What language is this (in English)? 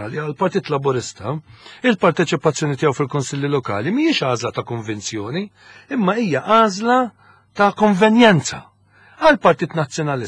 Maltese